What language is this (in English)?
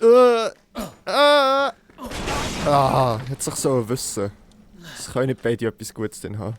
Swiss German